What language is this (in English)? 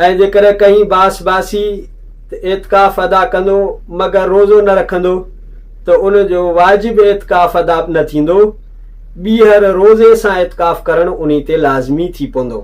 Sindhi